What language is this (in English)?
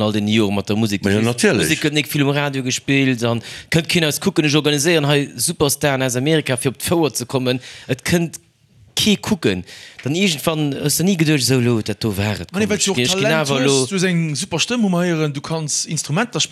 Luxembourgish